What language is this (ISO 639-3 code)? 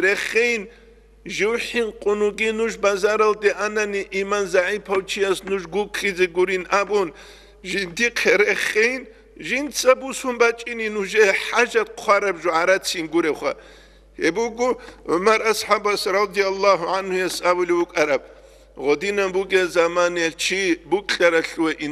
ava